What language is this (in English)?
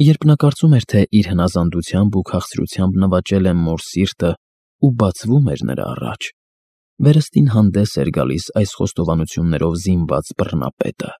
Armenian